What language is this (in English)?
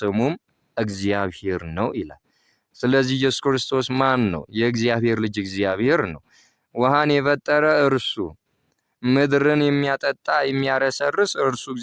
Amharic